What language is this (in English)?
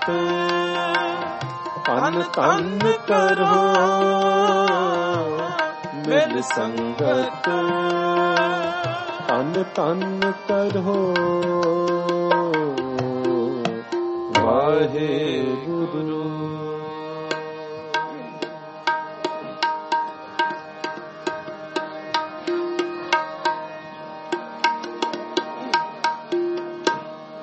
Punjabi